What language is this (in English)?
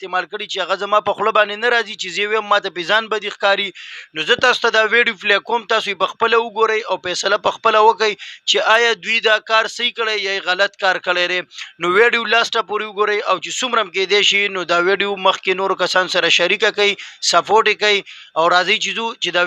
Pashto